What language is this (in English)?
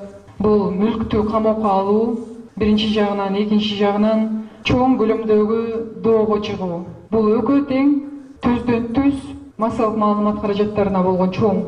Kyrgyz